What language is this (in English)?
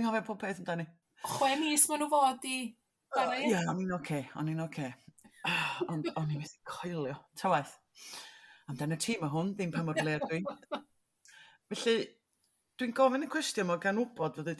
Welsh